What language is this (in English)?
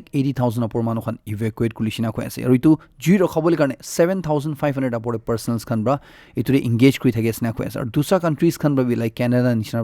Naga Pidgin